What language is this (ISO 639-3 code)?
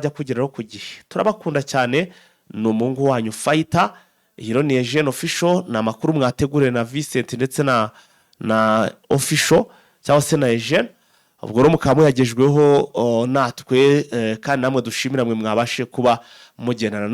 kin